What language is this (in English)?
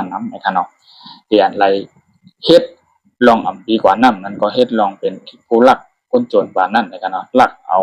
Shan